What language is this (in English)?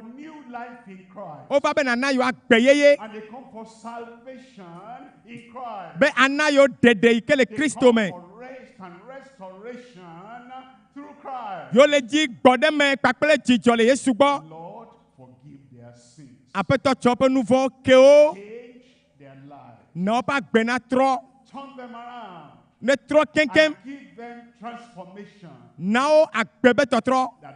Ewe